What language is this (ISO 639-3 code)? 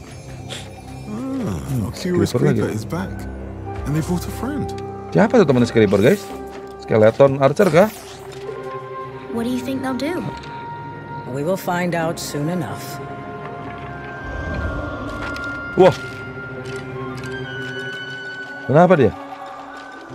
ind